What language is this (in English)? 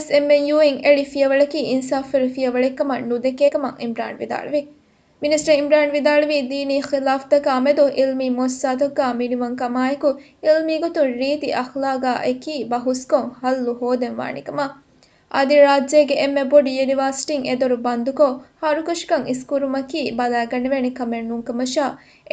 Divehi